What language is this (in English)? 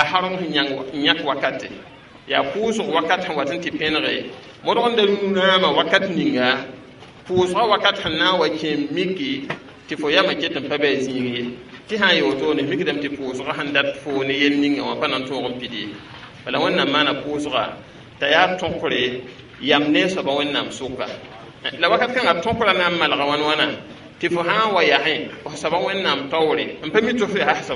Mossi